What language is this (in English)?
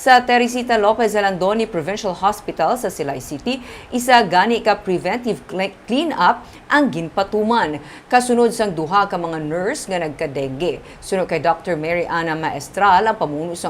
Hiligaynon